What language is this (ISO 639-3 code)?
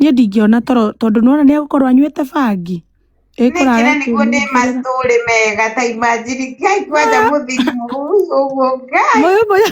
kik